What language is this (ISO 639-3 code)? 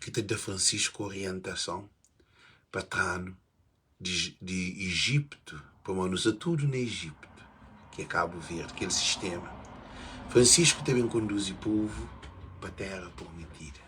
kea